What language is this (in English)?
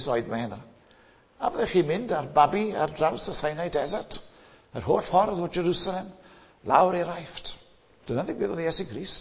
Welsh